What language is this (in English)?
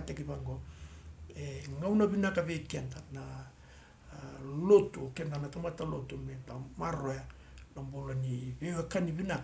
Fijian